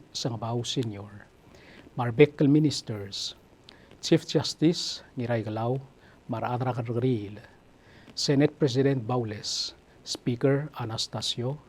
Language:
Palauan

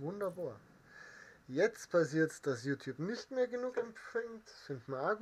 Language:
Bavarian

